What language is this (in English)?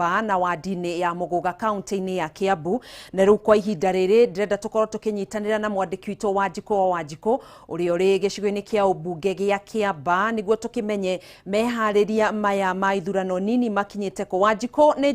Kikuyu